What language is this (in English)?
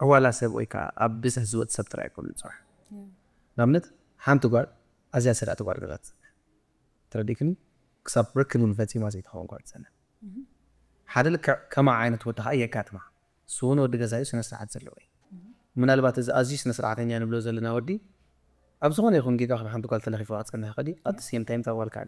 Tigrinya